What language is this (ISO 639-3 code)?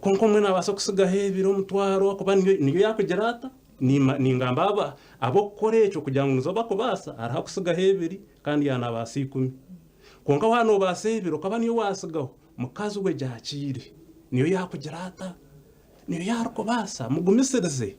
nyn